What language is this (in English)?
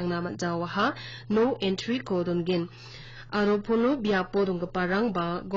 Garo